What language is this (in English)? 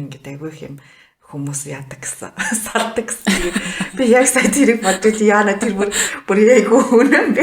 Mongolian